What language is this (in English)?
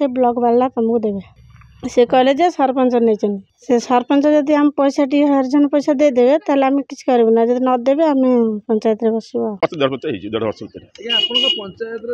Odia